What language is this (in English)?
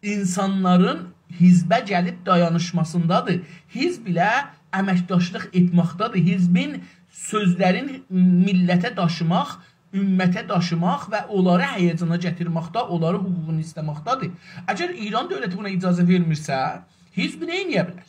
South Azerbaijani